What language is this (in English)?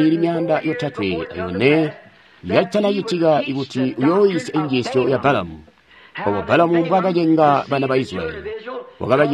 Tonga (Zambia)